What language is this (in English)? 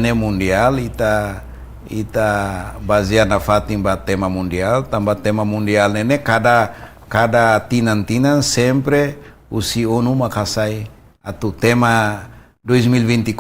Tetum